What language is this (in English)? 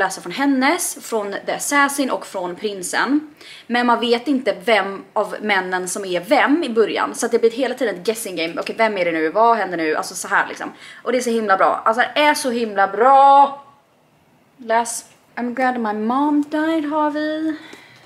Swedish